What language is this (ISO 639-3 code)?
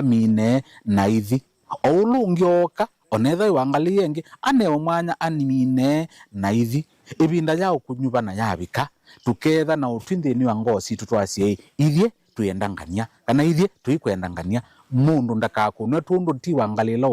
kam